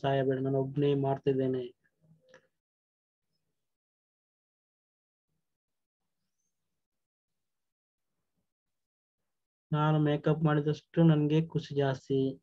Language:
Kannada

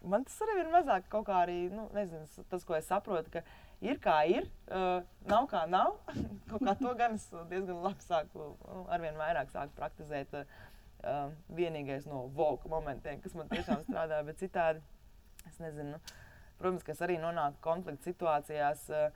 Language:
Latvian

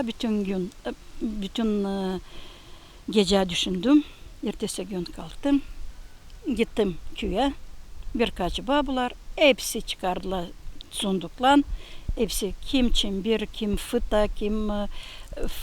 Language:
Gagauz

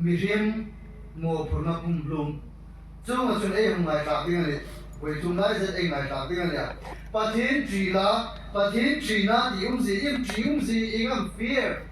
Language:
Hmar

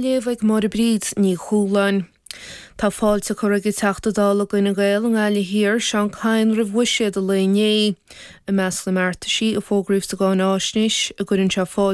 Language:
Irish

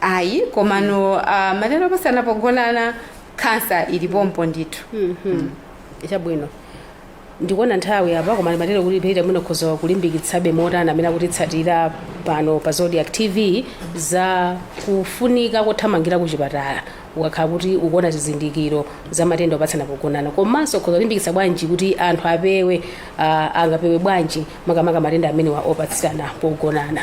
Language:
Nyanja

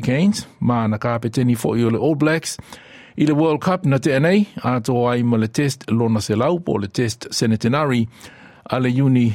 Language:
Samoan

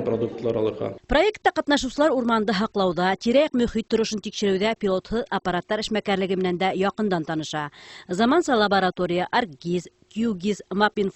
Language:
Bashkir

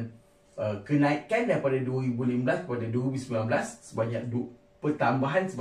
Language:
Malay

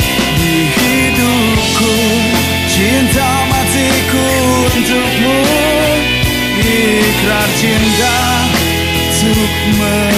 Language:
Indonesian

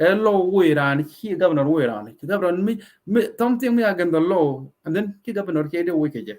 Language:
Nuer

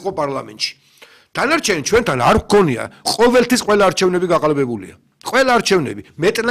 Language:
Georgian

